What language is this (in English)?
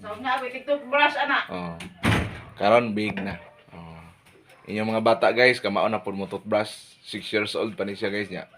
Cebuano